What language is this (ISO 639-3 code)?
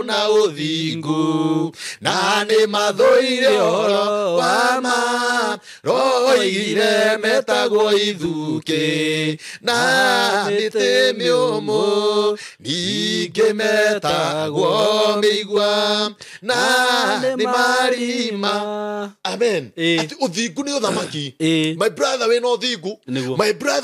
kik